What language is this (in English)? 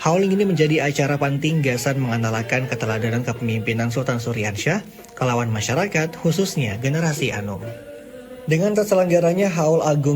Banjar